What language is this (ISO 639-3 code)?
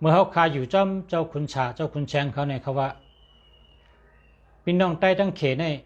shn